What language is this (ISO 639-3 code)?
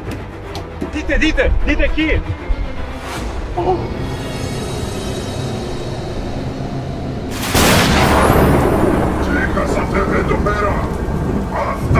ell